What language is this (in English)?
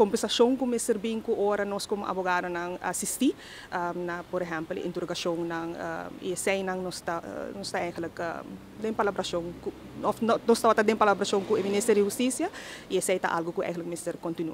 Papiamento